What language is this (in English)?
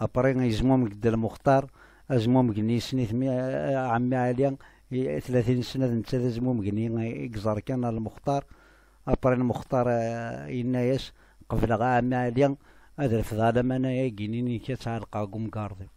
Kabyle